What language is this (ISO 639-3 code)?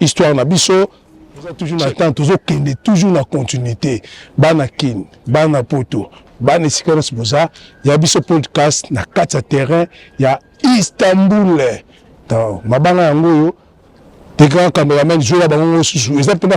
lin